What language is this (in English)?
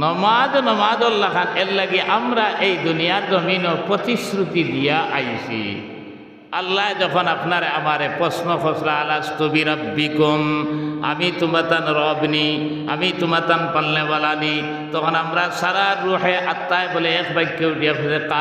Sylheti